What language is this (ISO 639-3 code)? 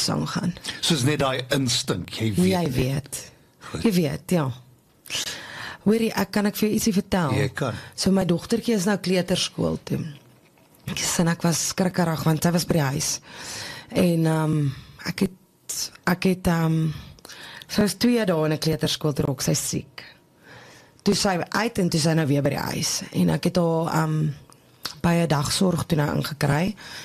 afr